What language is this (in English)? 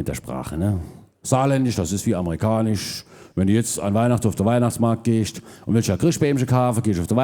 Palatine German